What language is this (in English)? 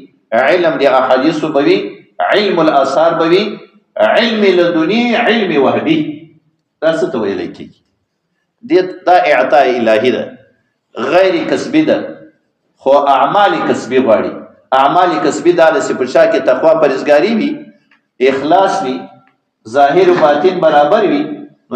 Pashto